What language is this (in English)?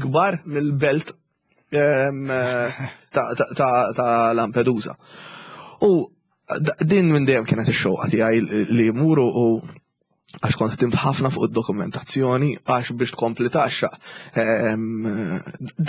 Maltese